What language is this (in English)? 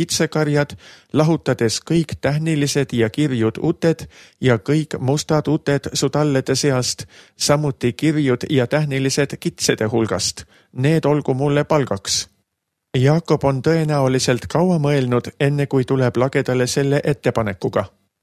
Estonian